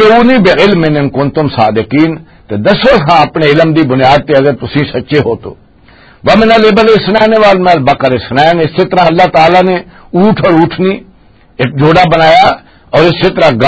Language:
Western Panjabi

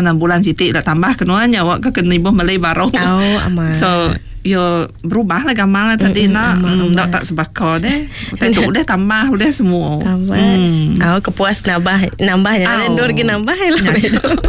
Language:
Iban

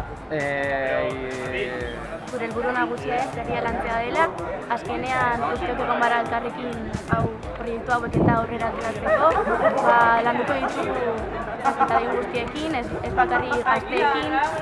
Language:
Basque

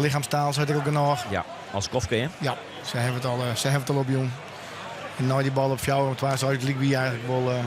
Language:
Western Frisian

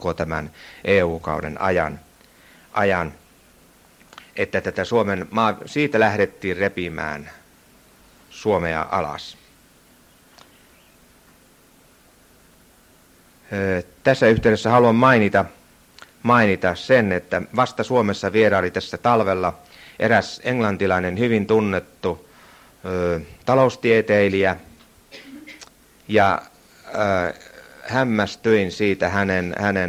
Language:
Finnish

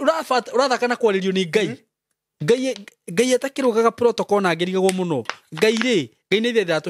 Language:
Kikuyu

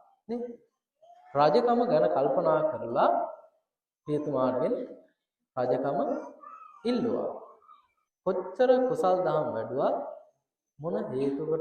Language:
Sinhala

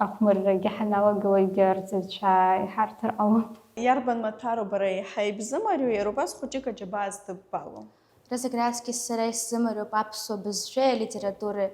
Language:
Abkhazian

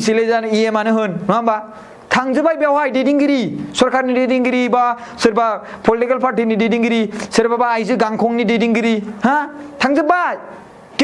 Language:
Bodo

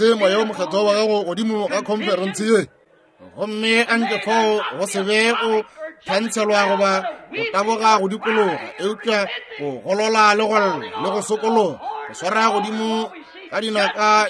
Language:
Northern Sotho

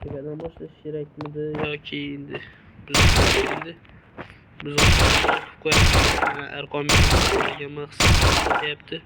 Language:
Uzbek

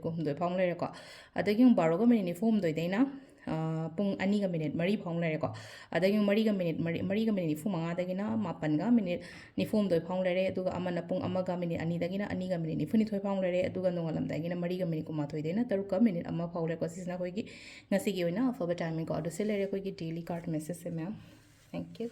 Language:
Manipuri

